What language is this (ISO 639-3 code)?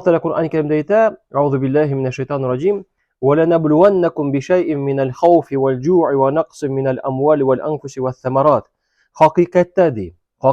tat